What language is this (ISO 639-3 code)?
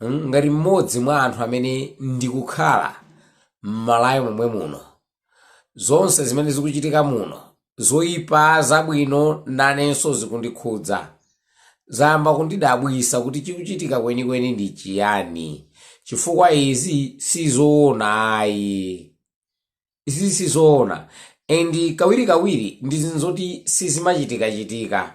nya